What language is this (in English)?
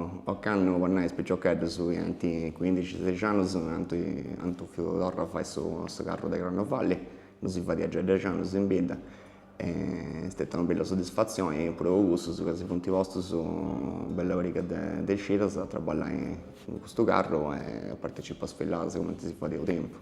Sardinian